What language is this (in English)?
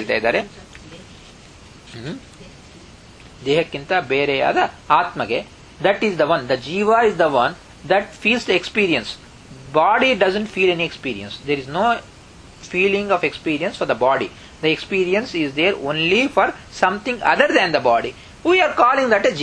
Kannada